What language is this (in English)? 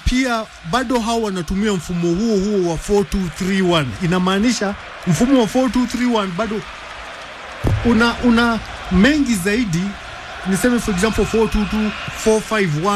Swahili